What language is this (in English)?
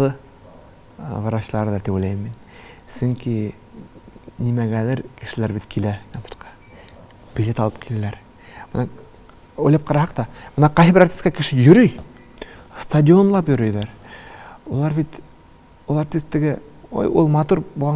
Tatar